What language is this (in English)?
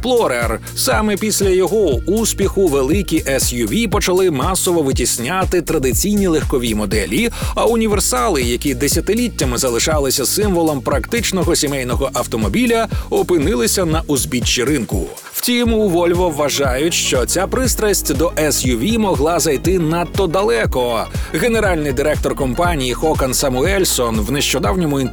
Ukrainian